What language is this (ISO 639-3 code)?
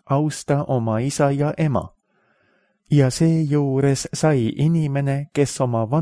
est